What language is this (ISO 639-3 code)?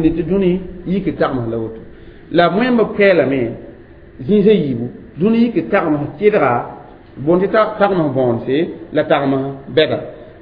mos